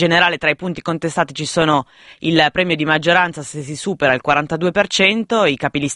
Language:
Italian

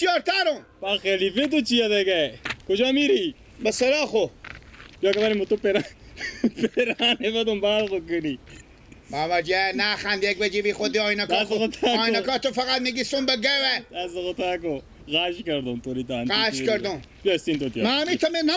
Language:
Persian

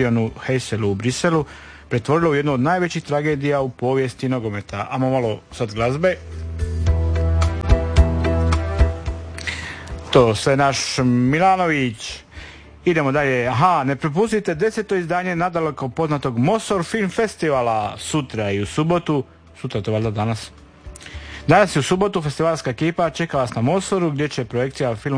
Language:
Croatian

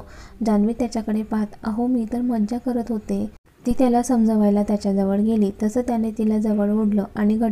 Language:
Marathi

